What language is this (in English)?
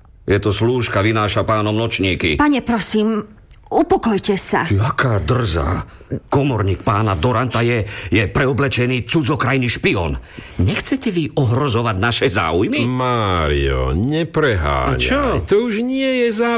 Slovak